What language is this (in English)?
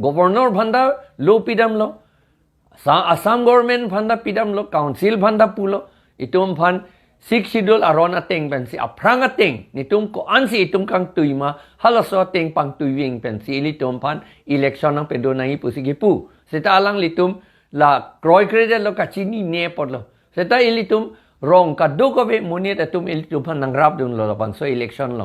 Karbi